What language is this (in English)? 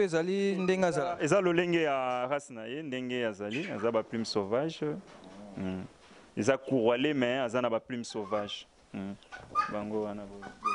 Lingala